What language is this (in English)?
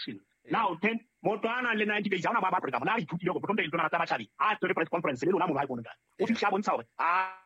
Southern Sotho